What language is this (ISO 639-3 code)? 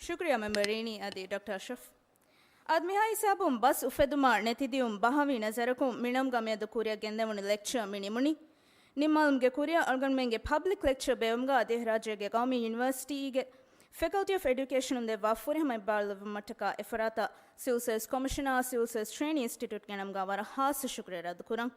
div